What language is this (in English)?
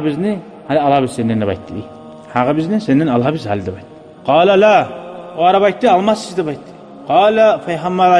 Kumyk